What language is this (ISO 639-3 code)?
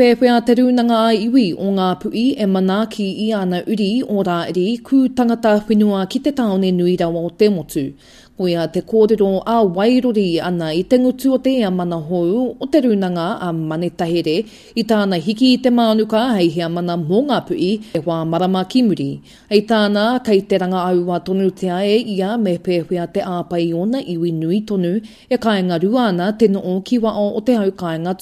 mri